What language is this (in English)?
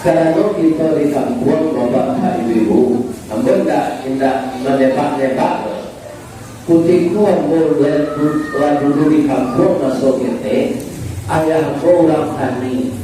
Minangkabau